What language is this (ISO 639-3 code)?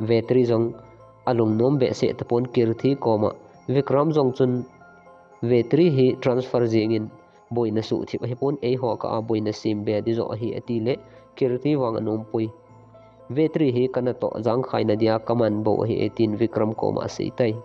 tcz